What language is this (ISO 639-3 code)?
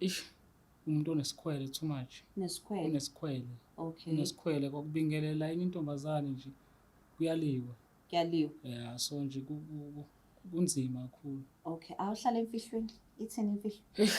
zul